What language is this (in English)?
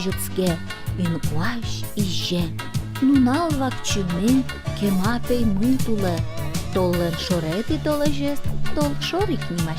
Udmurt